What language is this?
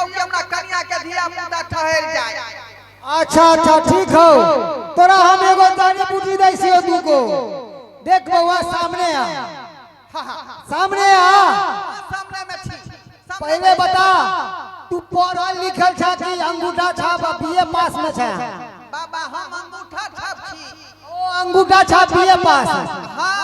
Maithili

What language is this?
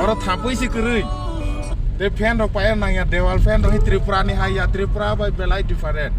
Kok Borok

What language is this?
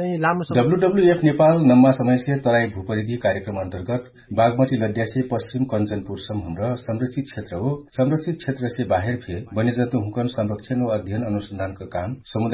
Dangaura Tharu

